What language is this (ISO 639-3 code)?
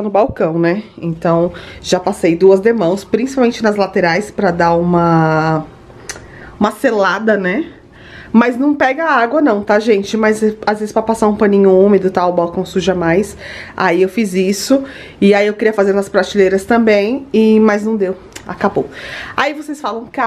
por